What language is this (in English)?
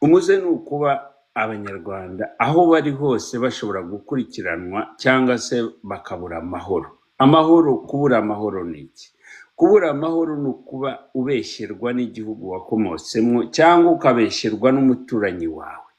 Kinyarwanda